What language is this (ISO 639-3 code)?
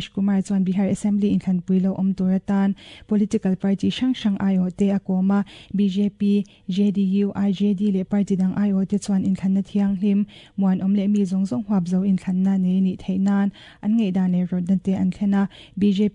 lus